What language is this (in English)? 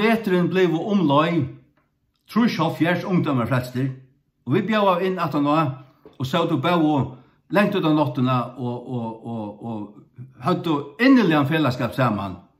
Faroese